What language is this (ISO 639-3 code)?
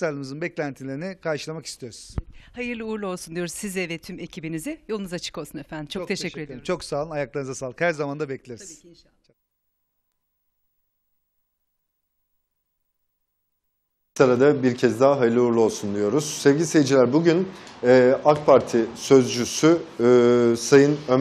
tur